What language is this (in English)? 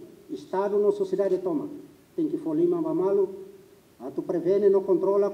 Tetum